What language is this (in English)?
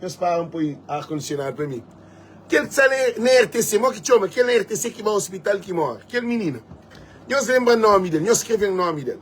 Kabuverdianu